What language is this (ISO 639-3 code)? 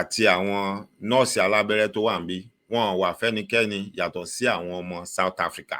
yor